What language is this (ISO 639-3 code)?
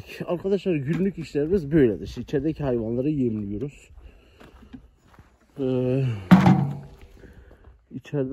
tur